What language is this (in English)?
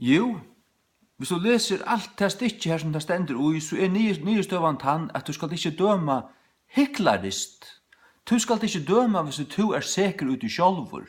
Faroese